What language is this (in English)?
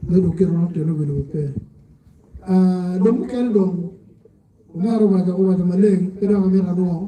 Acoli